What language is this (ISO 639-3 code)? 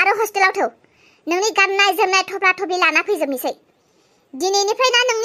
brx